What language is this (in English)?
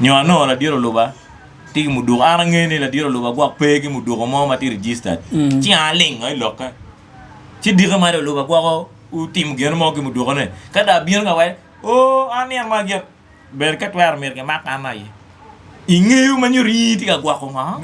Acoli